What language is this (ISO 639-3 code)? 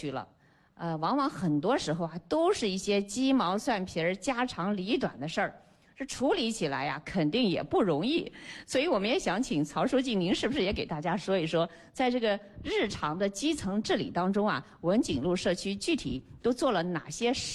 zho